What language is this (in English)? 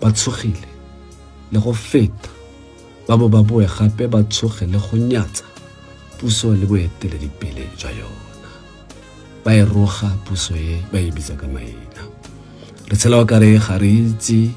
Tswana